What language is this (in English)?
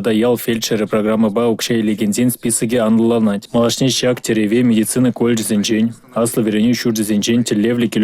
Chuvash